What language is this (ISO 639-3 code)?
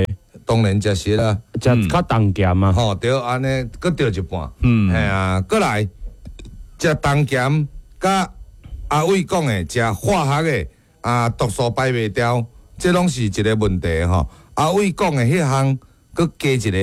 nan